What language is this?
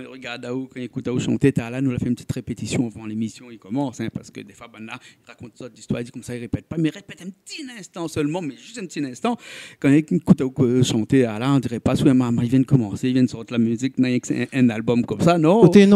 Réunion Creole French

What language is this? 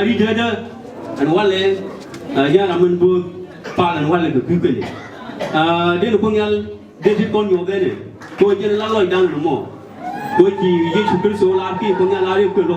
Nuer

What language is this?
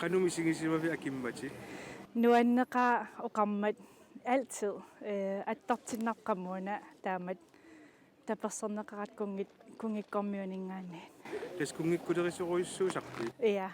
Kalaallisut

